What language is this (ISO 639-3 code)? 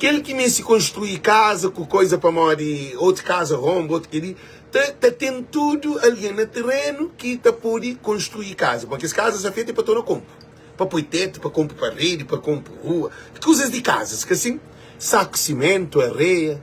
kea